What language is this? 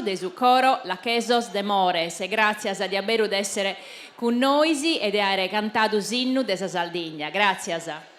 Sardinian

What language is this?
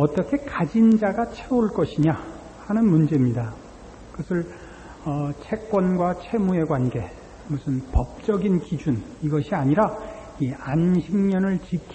Korean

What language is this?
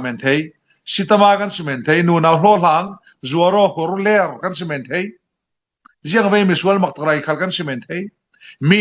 Falam Chin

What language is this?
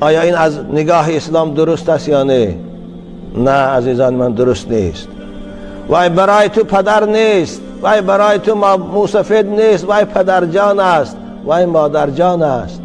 Tajik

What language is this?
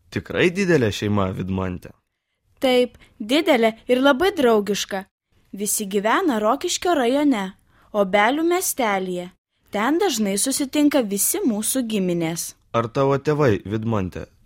Lithuanian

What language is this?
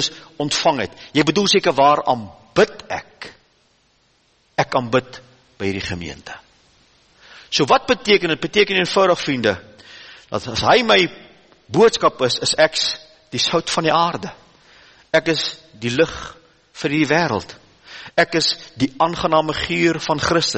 Afrikaans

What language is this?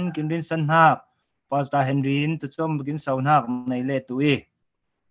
Falam Chin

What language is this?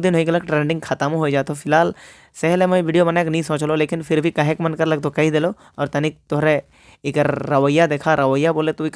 Sadri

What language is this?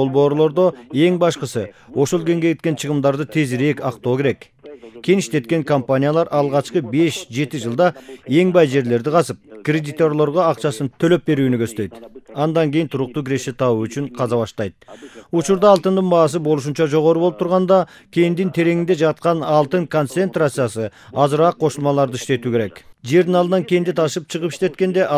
Kyrgyz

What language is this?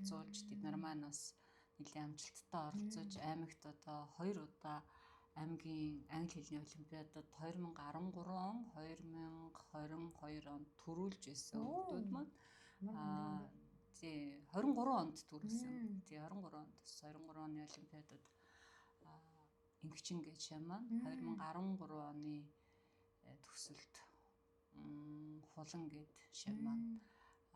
Mongolian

